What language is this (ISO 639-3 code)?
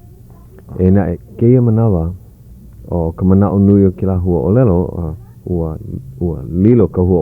haw